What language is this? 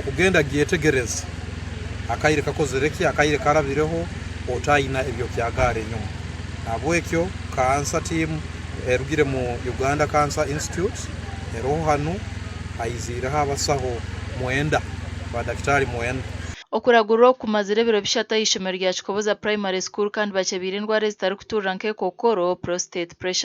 Nyankole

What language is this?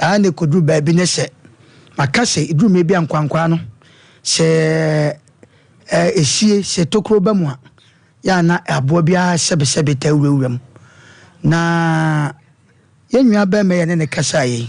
Akan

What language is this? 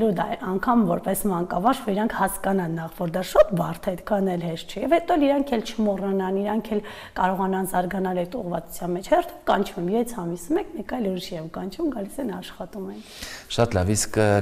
Armenian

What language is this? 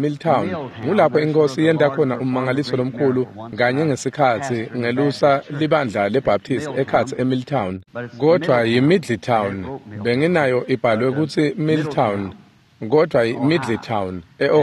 Swati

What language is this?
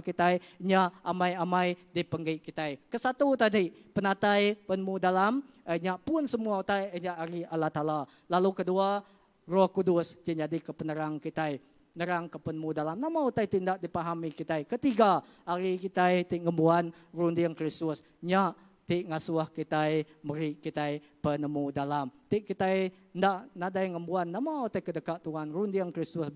Iban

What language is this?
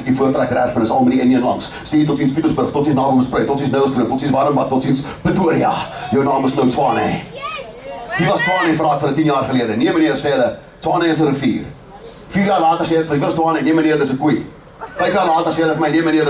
Afrikaans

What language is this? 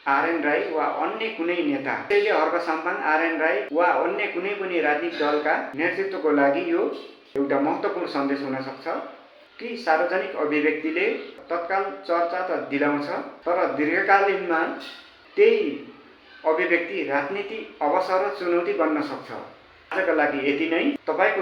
Nepali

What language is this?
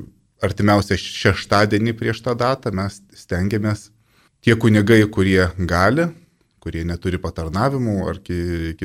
Lithuanian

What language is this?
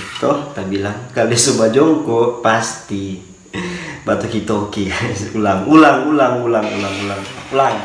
Manado Malay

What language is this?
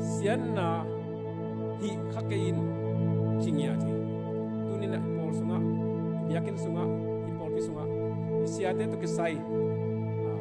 Tedim Chin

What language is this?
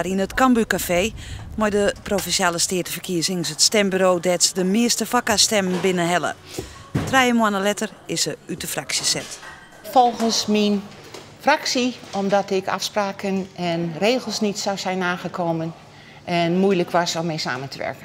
Western Frisian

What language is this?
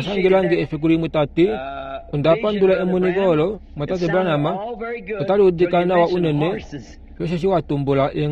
Kuanyama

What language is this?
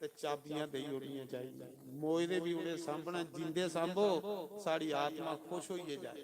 Dogri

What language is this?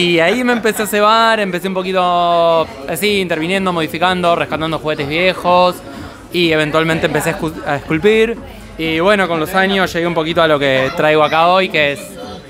Spanish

